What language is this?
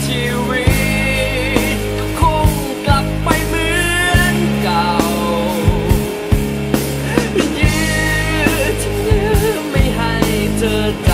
Thai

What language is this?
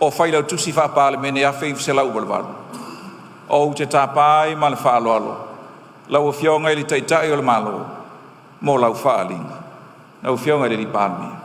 Samoan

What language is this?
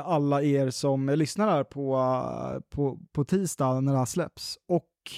Swedish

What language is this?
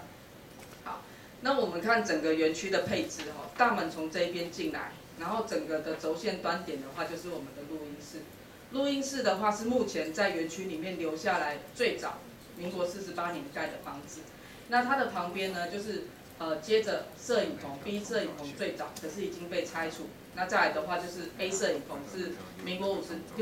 Chinese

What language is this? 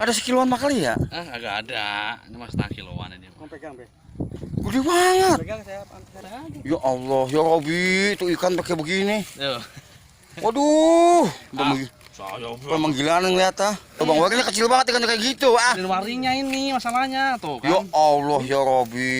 Betawi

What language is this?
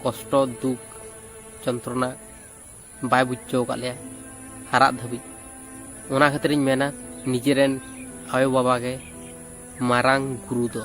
Santali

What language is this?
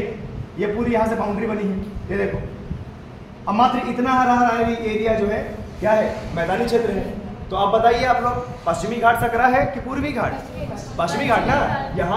Hindi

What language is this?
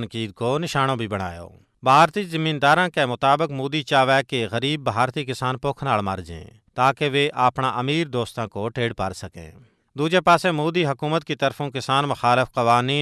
Gujari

